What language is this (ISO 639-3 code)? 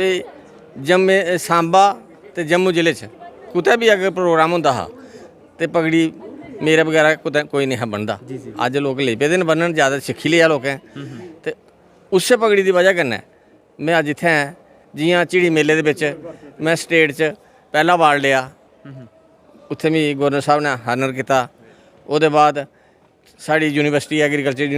doi